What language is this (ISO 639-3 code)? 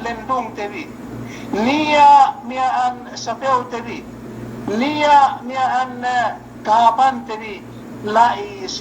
yka